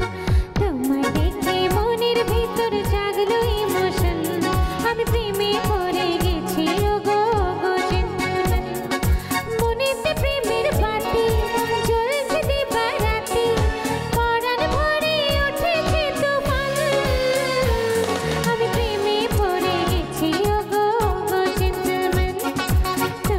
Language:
Bangla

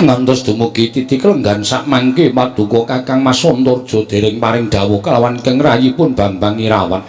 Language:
Javanese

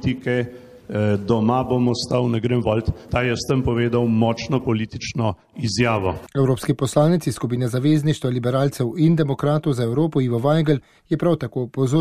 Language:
Slovenian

